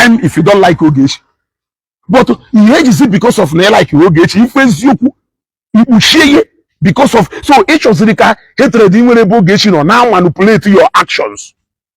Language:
Igbo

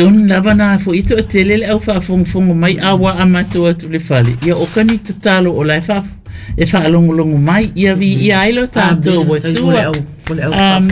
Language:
Samoan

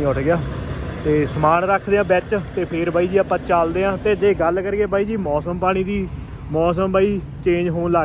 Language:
Punjabi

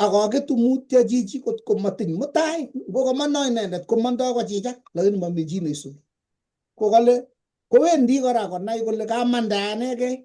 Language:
Kalenjin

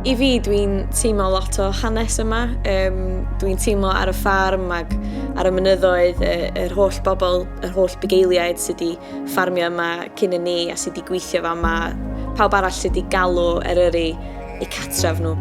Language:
Welsh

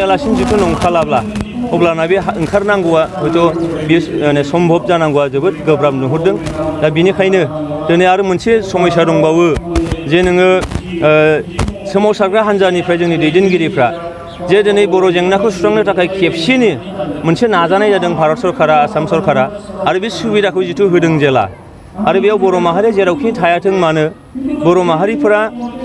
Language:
Bodo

